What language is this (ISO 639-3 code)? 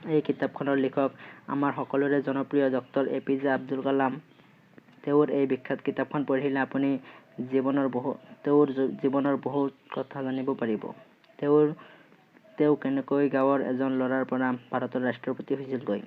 asm